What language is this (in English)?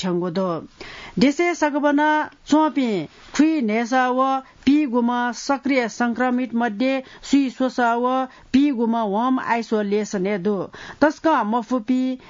Newari